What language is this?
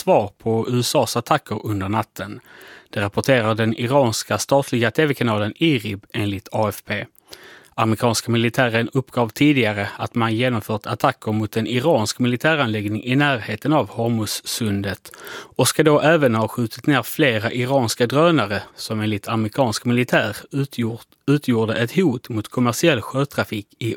Swedish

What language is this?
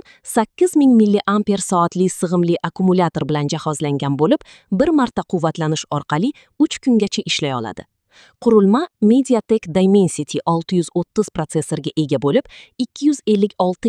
Uzbek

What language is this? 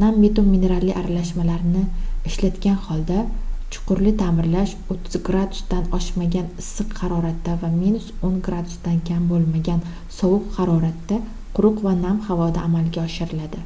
Uzbek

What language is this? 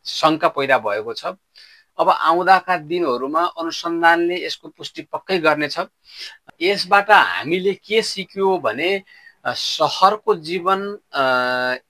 Nepali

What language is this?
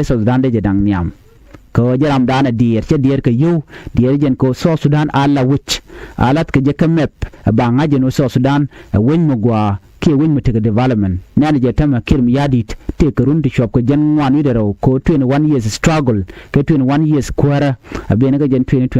Nuer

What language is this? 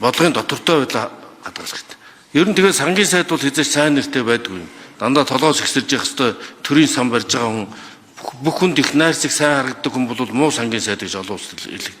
Mongolian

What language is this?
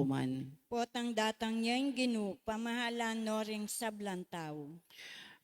Pampanga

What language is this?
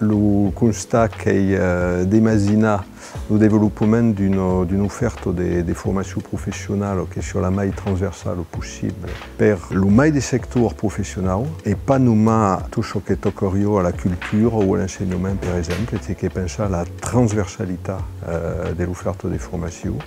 Occitan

